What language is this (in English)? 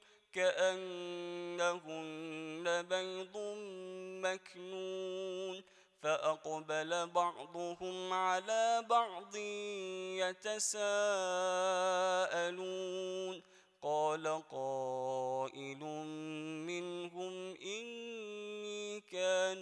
Arabic